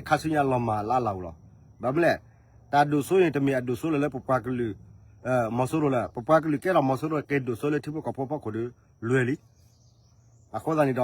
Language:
S'gaw Karen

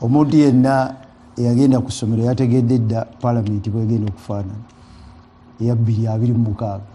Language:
Ganda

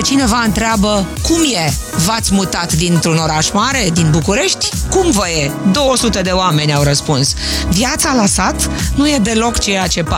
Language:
Romanian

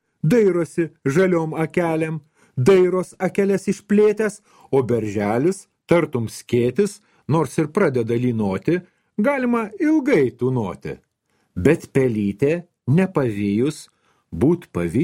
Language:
Lithuanian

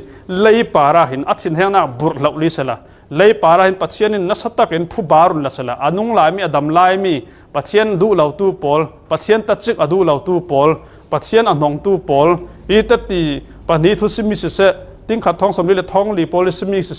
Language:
Falam Chin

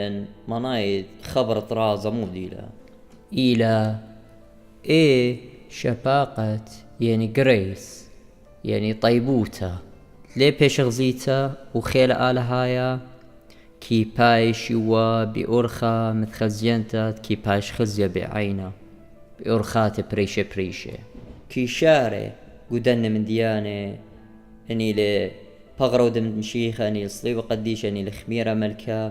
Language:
Assyrian Neo-Aramaic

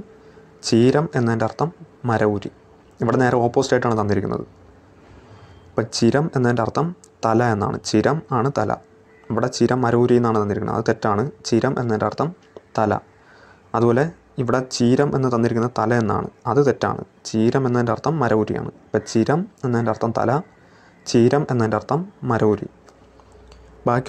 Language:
Malayalam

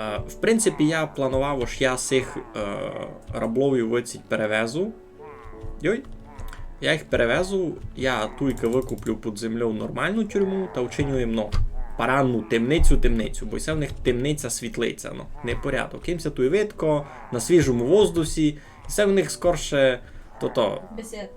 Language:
Rusyn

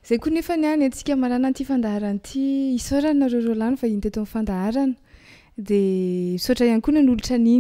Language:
Malagasy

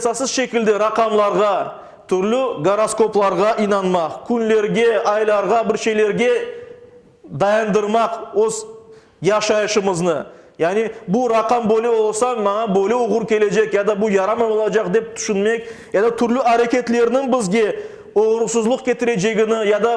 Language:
Crimean Tatar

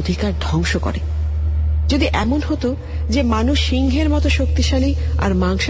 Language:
Bangla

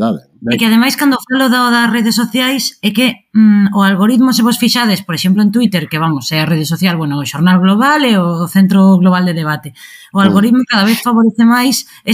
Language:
Galician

